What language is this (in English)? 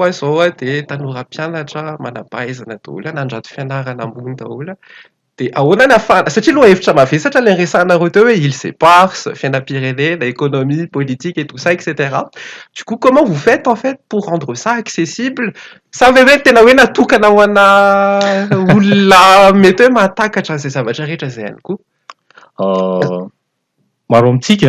Malagasy